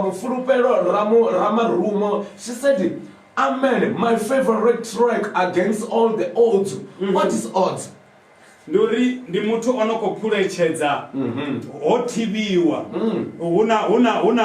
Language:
Venda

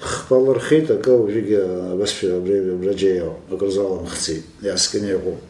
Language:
Abkhazian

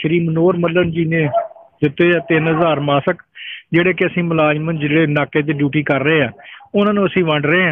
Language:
Punjabi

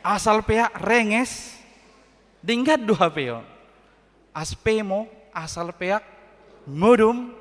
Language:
Batak Toba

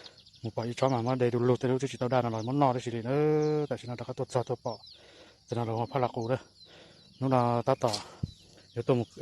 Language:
Hmong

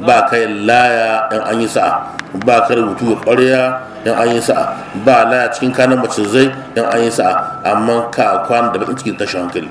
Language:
Hausa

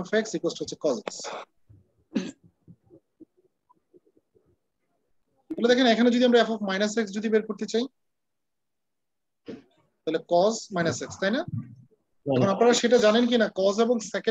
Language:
Bangla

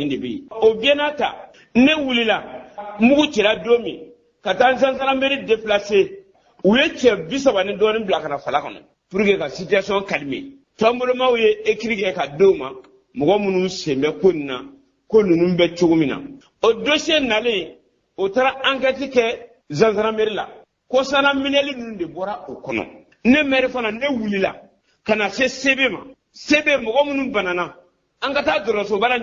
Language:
Bambara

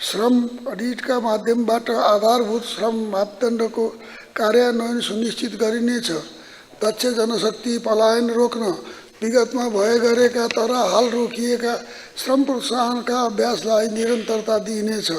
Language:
Nepali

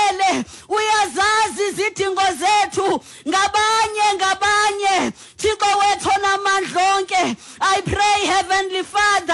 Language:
Xhosa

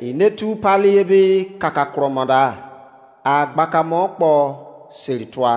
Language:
Izon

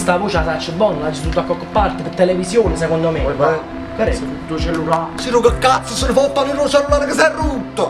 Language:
Neapolitan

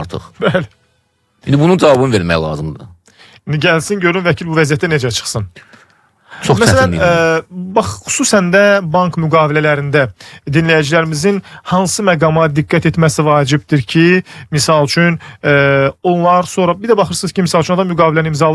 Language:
Azerbaijani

